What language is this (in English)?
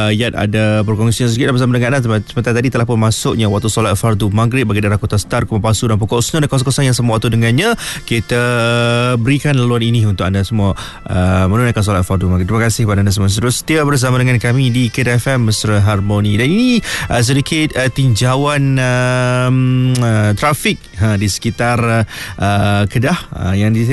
Malay